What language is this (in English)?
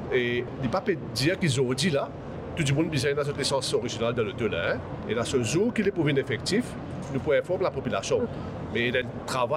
Morisyen